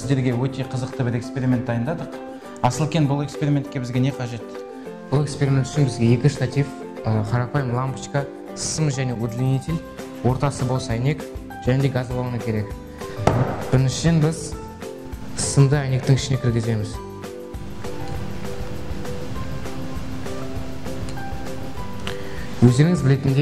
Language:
Kazakh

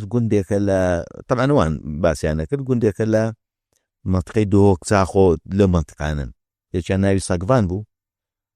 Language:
Central Kurdish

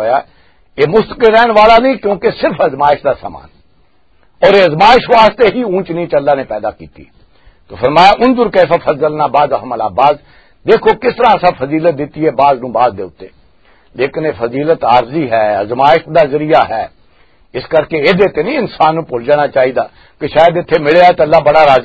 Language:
Western Panjabi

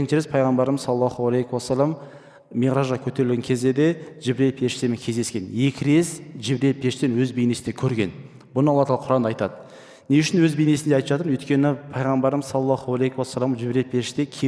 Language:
Kazakh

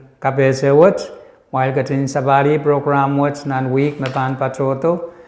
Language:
Pohnpeian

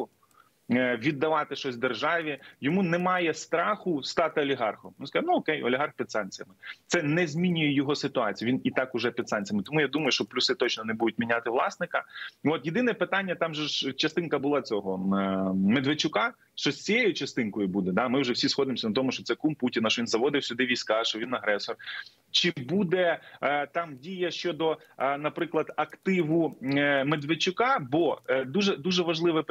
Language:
Ukrainian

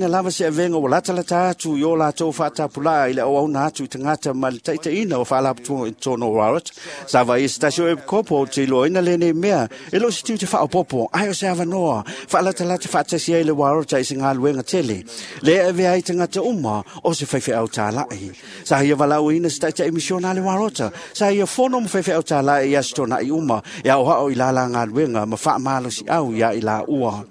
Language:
Samoan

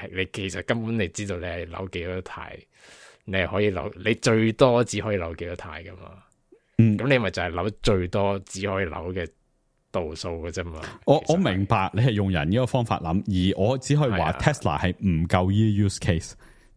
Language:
Cantonese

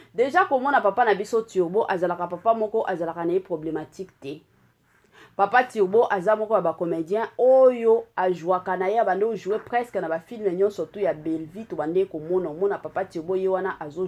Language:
Lingala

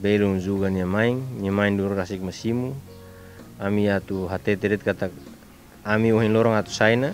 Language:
Tetum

